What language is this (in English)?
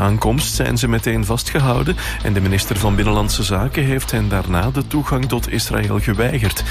Dutch